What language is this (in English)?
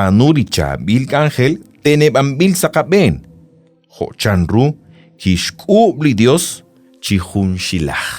Kekchí